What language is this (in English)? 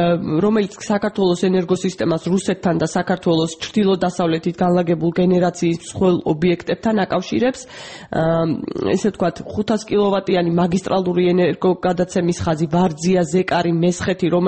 Georgian